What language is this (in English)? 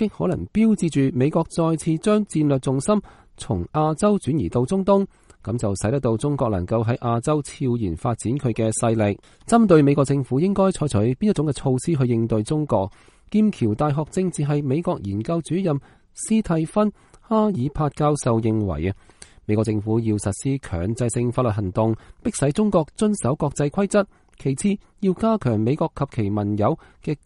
Cantonese